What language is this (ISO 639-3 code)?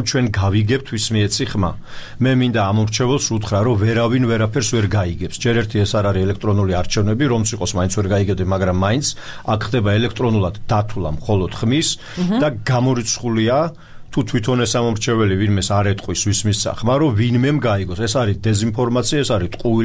kat